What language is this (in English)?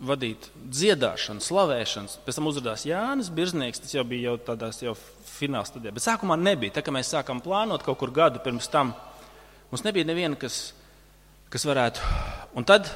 Latvian